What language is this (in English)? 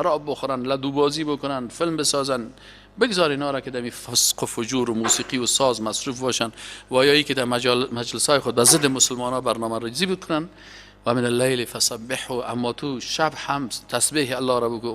Persian